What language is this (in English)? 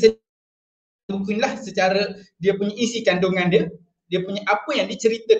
Malay